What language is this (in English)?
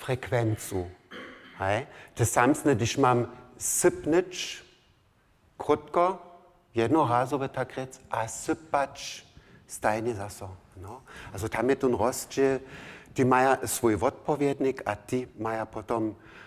Upper Sorbian